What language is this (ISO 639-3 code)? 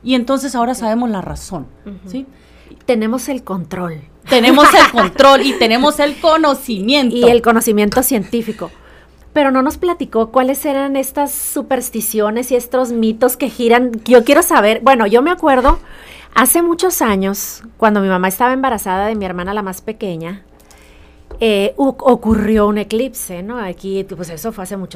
spa